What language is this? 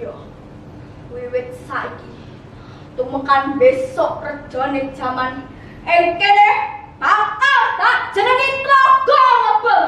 Javanese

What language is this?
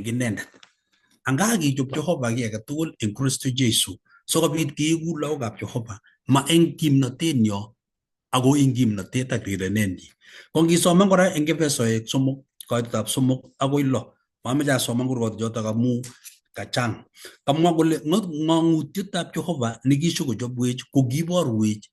Kalenjin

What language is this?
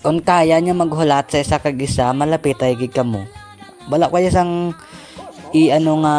Hiligaynon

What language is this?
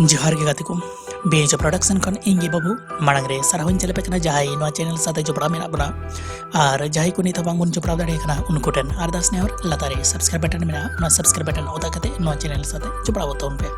Santali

